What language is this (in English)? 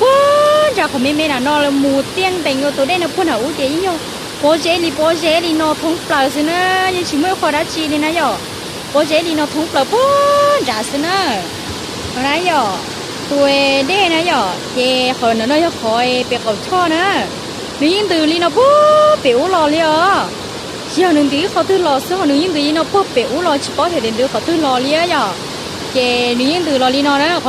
Hmong